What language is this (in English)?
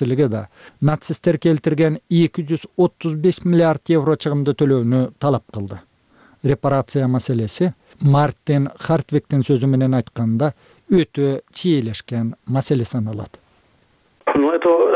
Kyrgyz